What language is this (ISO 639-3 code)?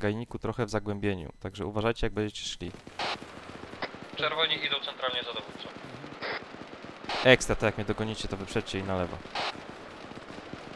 pol